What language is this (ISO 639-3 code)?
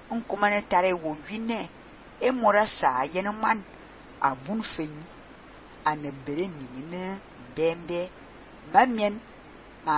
fan